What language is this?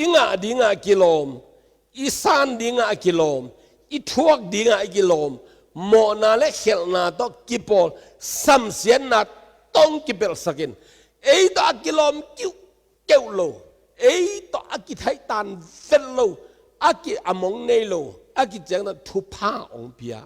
Tedim Chin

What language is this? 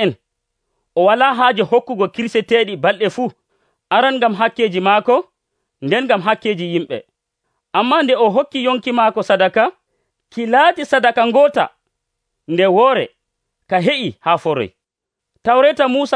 Nigerian Fulfulde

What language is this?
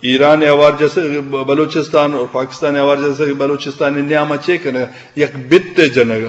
Eastern Balochi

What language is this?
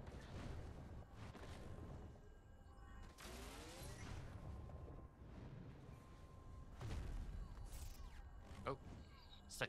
English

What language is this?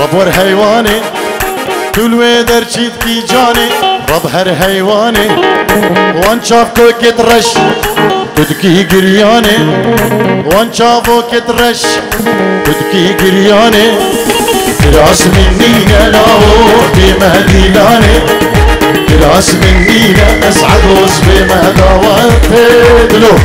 Kurdish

